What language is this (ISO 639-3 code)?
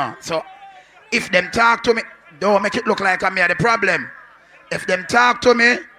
jam